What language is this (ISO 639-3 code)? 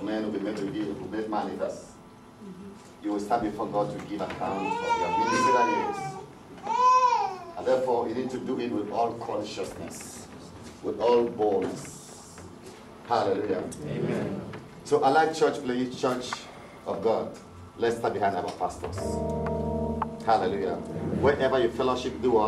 eng